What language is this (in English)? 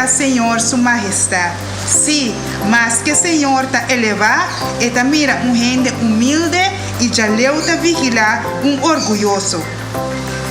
Papiamento